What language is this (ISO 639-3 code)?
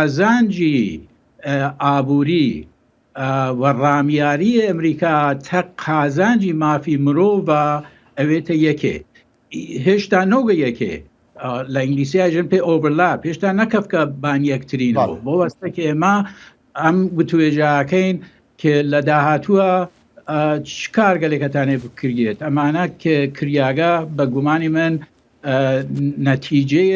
ckb